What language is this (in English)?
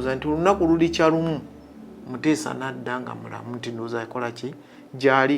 Ganda